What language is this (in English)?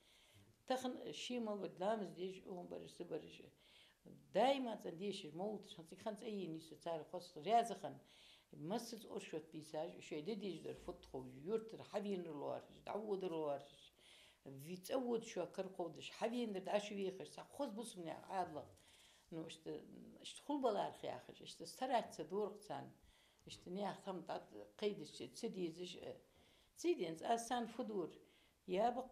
Ingush